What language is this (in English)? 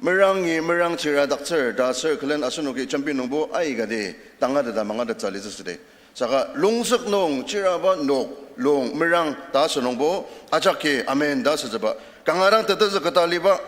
Ao Naga